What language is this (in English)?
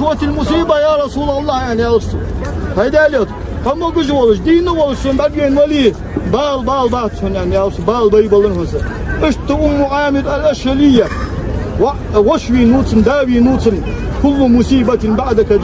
Ingush